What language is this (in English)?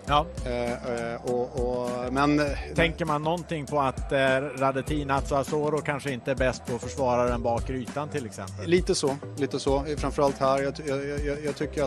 Swedish